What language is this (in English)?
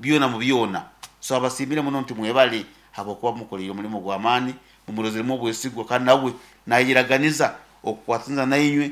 Nyankole